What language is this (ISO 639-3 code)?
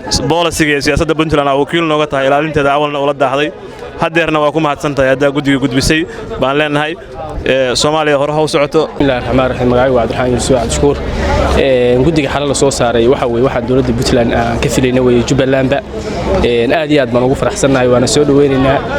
som